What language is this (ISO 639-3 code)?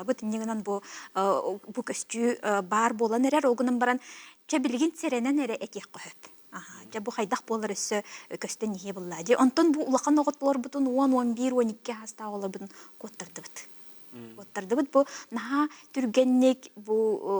sah